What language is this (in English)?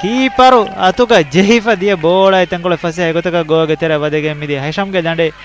Divehi